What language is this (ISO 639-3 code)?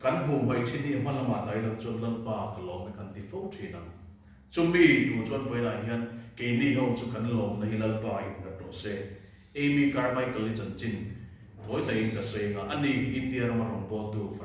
lus